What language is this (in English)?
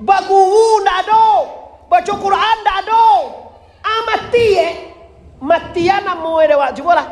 Minangkabau